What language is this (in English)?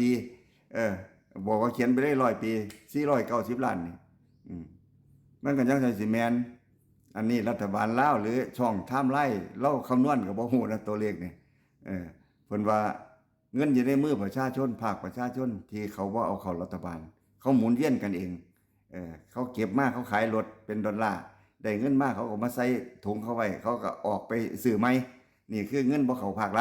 Northeastern Thai